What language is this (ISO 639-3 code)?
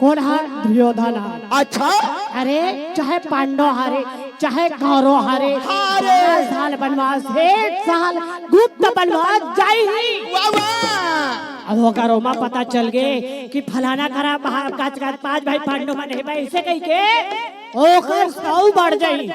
hne